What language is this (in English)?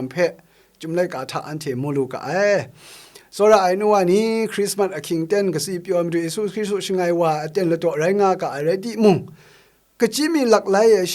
Kachin